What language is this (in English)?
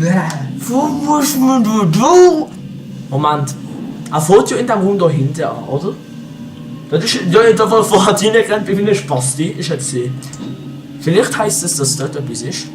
Swiss German